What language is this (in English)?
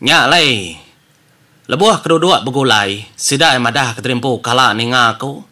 Iban